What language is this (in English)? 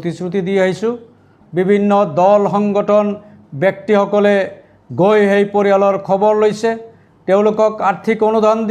Assamese